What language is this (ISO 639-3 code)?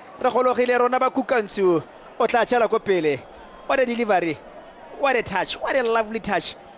tsn